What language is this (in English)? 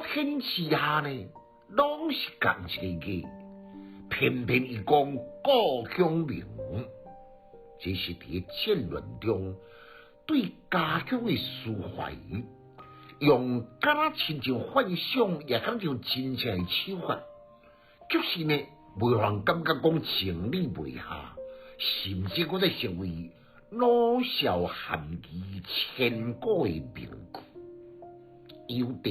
Min Nan Chinese